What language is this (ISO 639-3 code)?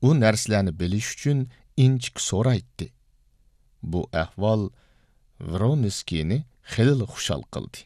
uig